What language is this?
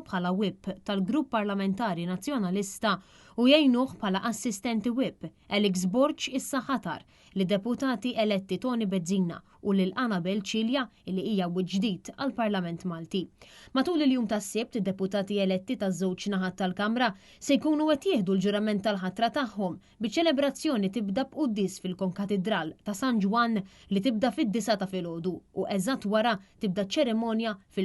Maltese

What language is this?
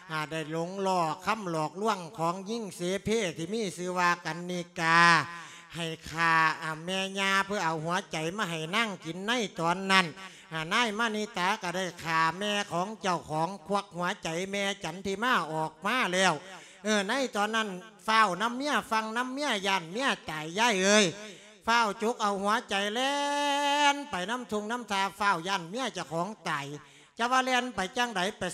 Lao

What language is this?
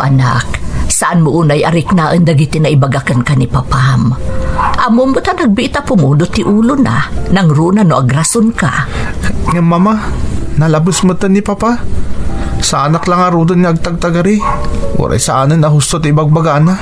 Iloko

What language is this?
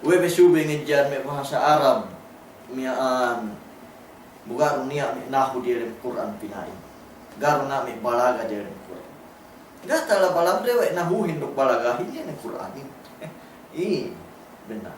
Yakan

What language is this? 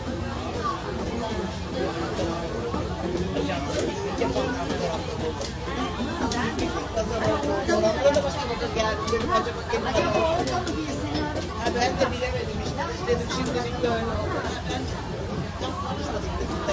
Turkish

